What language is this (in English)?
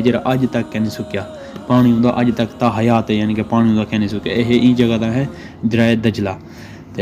Saraiki